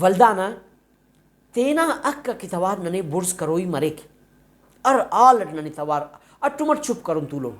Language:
Brahui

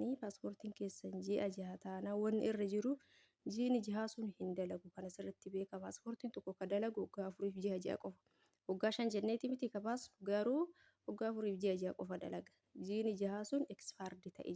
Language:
Oromo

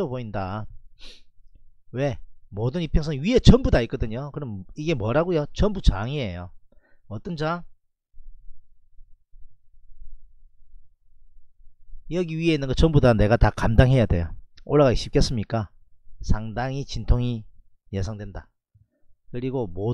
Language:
Korean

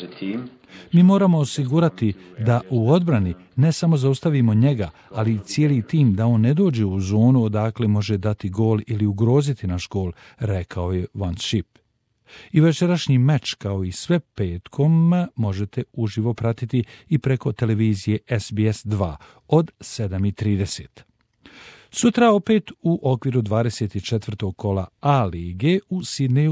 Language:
Bosnian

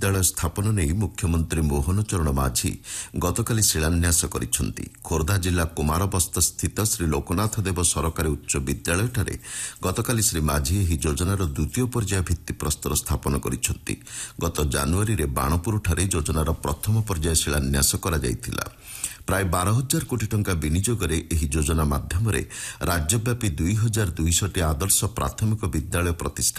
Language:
Odia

